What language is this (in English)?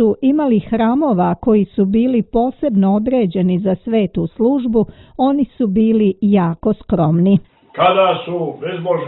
Serbian